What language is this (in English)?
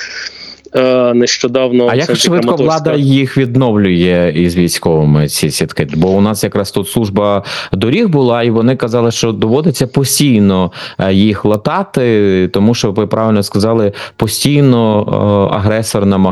Ukrainian